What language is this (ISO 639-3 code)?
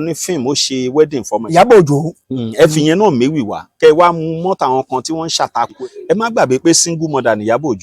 yor